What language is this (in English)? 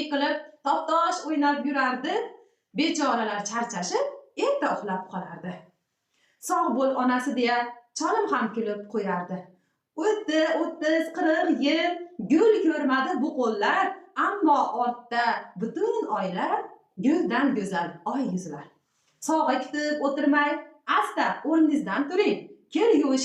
Uzbek